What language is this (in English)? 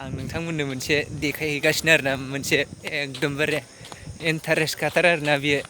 Bodo